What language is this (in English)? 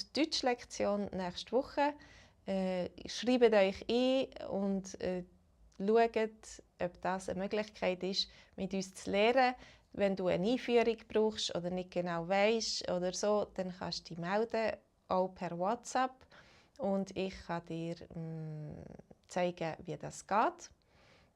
Swiss German